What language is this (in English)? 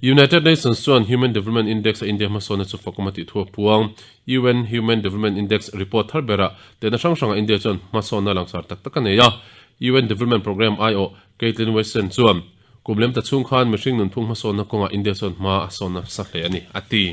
Mizo